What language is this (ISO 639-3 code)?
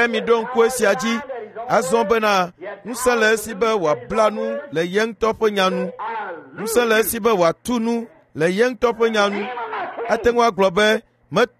ewe